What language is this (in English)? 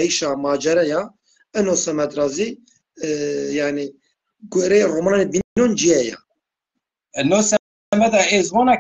Zaza